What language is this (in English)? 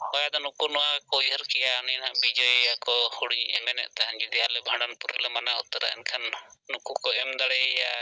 Santali